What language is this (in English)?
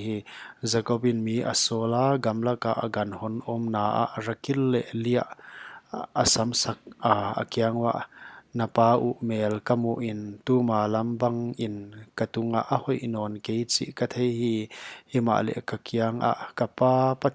Paite Chin